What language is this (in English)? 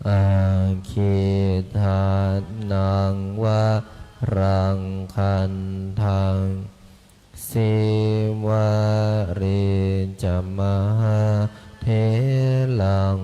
Pali